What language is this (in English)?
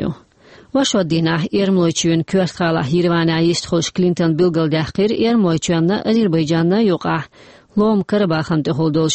Chechen